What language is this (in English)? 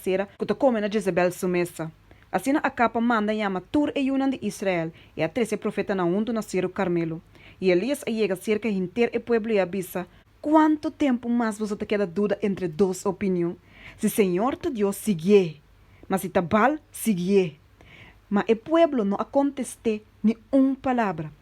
Papiamento